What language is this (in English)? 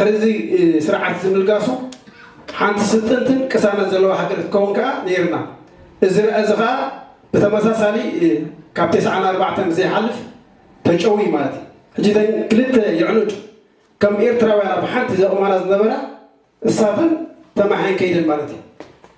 Tigrinya